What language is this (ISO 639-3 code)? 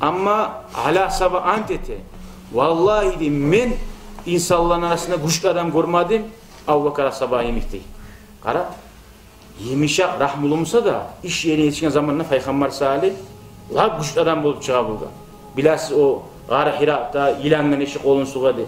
kum